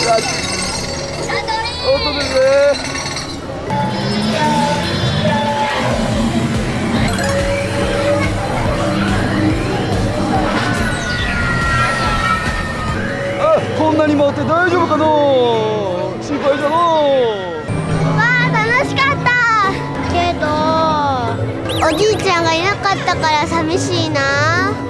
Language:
Japanese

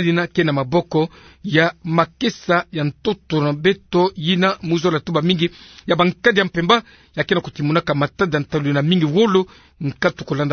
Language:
Kituba (Democratic Republic of Congo)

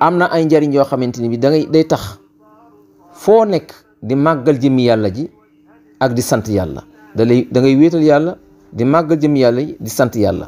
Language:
Wolof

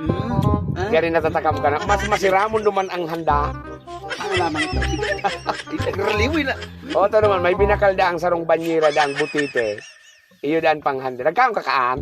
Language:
Bikol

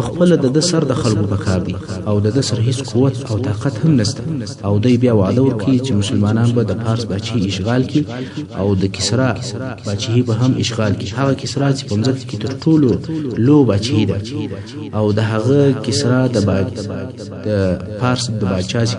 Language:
Pashto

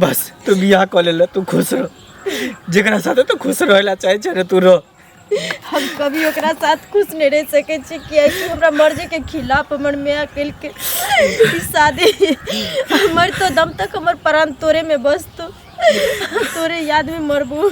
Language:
Maithili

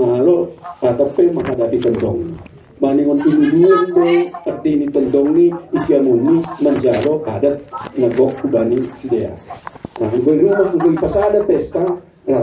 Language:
Batak Simalungun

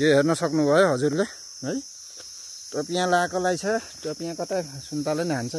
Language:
Nepali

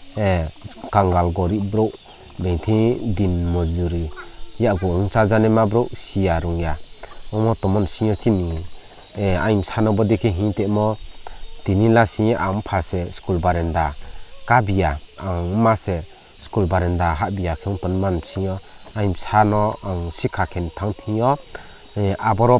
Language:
Riang (India)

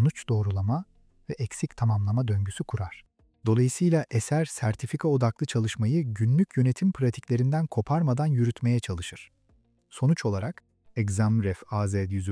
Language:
Turkish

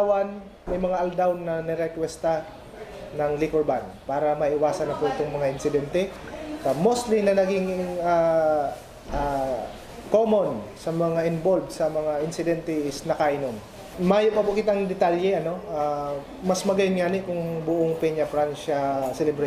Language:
Bikol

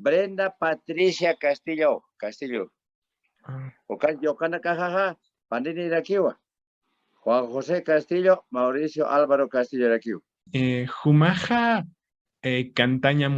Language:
Aymara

